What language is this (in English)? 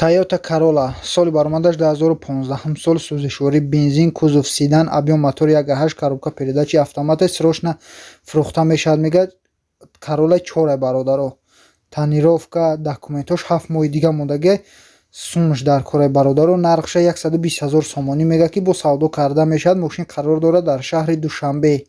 Tajik